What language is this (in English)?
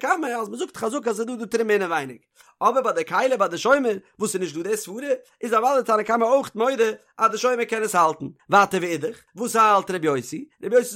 Yiddish